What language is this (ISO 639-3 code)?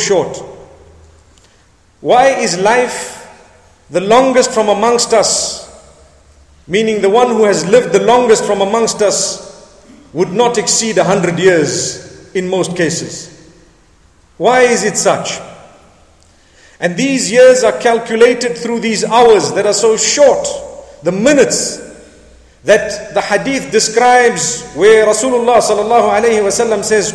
eng